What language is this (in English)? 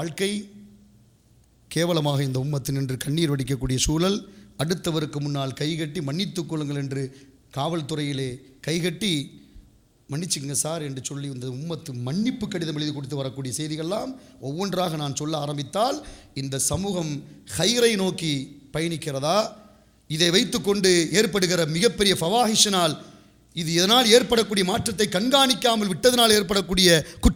Tamil